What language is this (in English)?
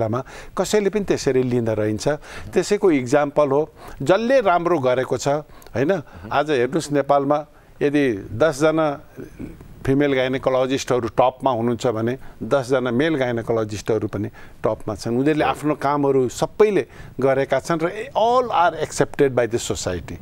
Nepali